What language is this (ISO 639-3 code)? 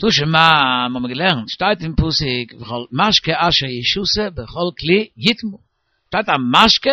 yid